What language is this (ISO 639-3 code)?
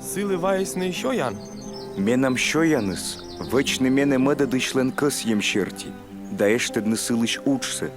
kom